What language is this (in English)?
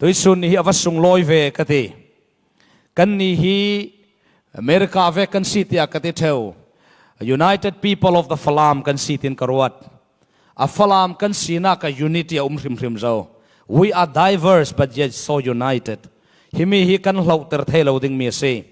Falam Chin